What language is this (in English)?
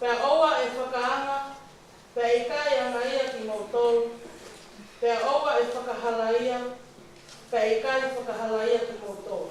Tongan